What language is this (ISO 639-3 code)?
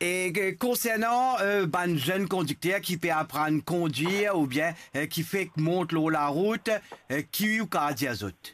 mfe